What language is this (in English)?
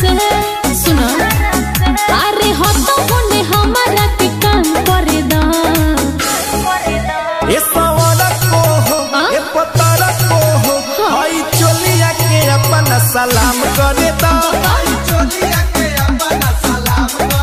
Bhojpuri